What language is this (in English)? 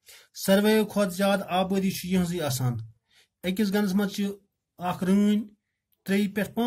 Kashmiri